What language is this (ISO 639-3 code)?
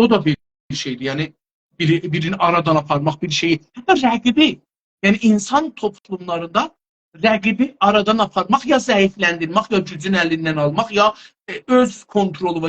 azb